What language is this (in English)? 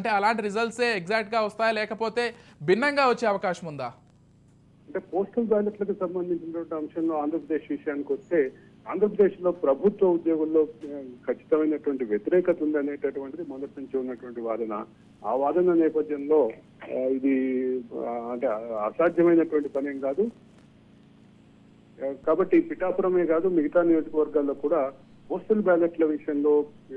Telugu